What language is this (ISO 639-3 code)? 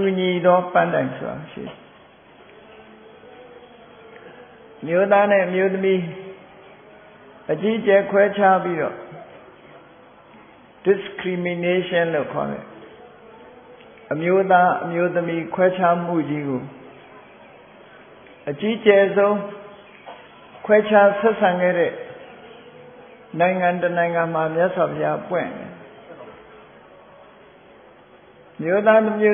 mya